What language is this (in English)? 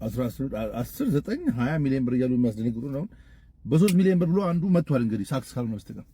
Amharic